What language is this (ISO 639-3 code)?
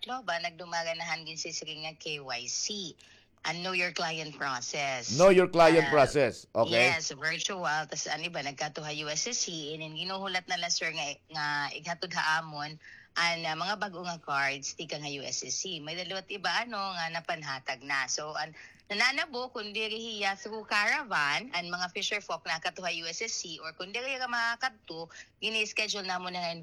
war